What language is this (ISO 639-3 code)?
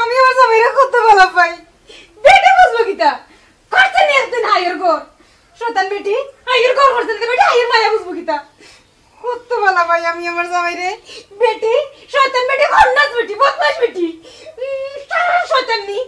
syl